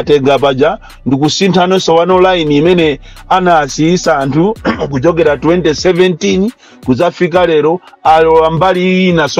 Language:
Nyanja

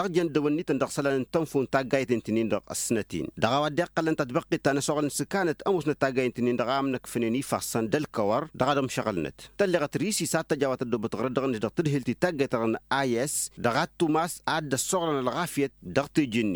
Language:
Tamasheq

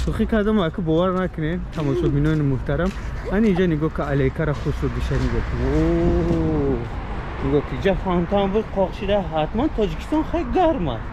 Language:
Tajik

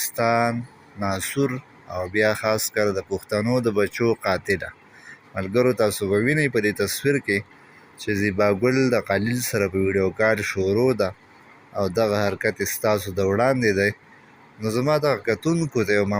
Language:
Pashto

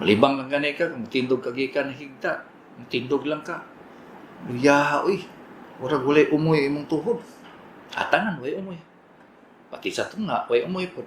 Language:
Cebuano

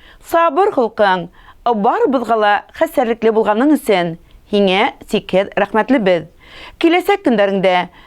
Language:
Bashkir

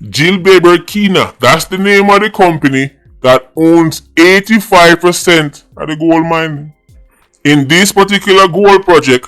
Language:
Jamaican Creole English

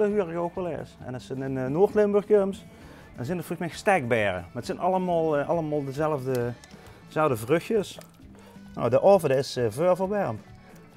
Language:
Limburgish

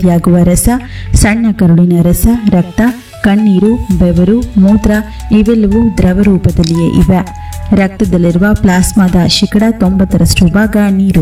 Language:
Kannada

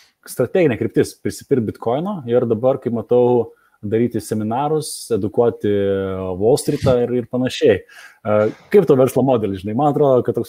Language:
Lithuanian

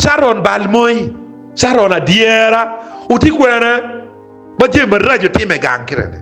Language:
Acoli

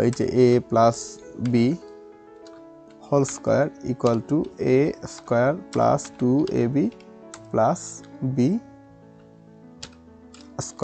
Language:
Bangla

